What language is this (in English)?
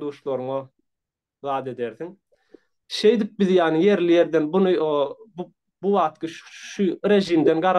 Turkmen